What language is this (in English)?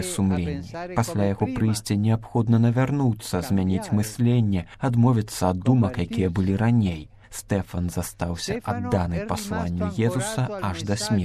Belarusian